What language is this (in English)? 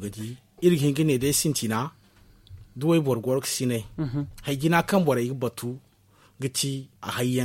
Zarma